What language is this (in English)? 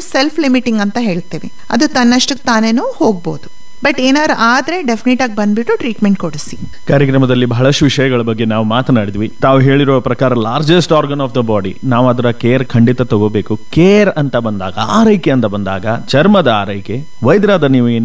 Kannada